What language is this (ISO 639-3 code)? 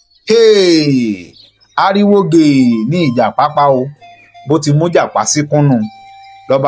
yor